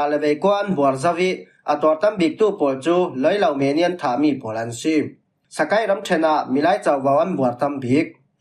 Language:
Falam Chin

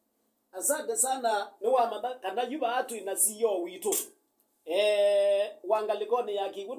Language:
Kamba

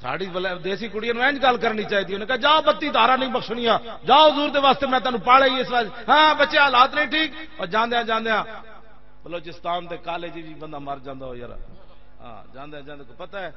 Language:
Western Panjabi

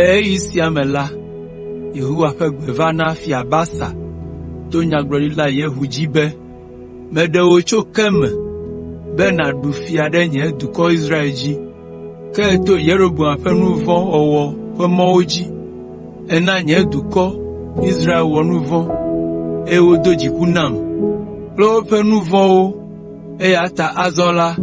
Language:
Ewe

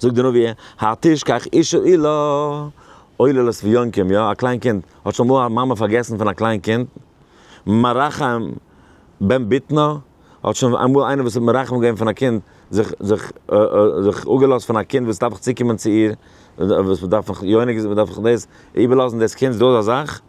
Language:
Yiddish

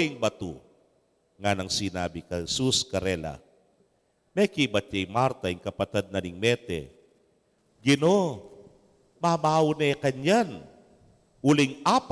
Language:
Pampanga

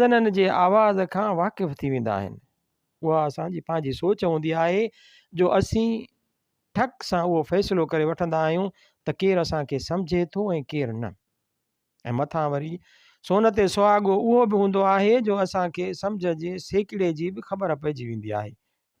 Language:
Sindhi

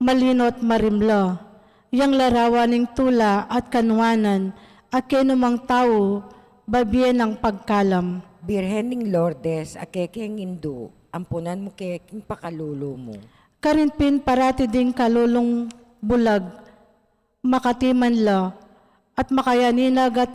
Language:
Pampanga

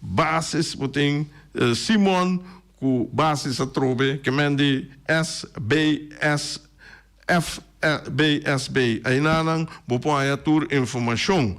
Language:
Papiamento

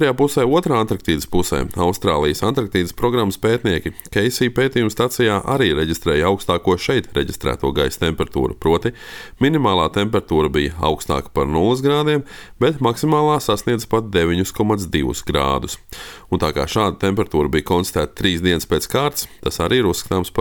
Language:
Latvian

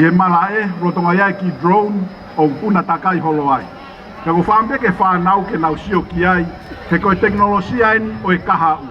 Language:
Tongan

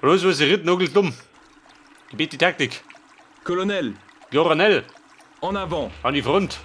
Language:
Bavarian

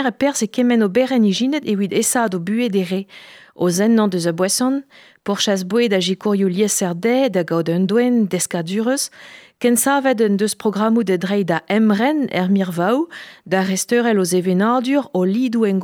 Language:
Breton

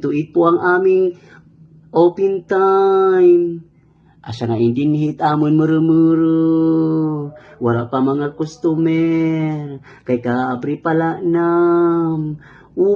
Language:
Waray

